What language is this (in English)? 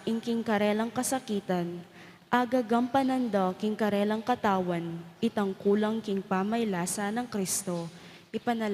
Pampanga